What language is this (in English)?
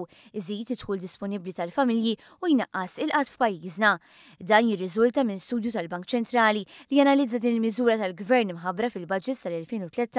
Maltese